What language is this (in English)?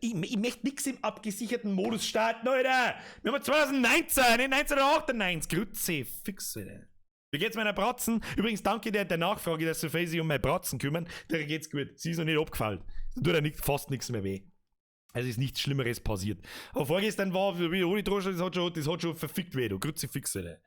Bavarian